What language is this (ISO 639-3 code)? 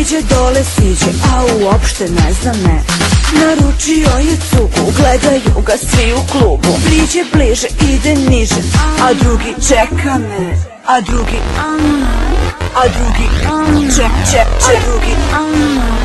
srp